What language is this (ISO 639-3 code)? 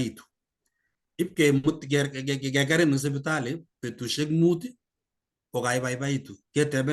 kln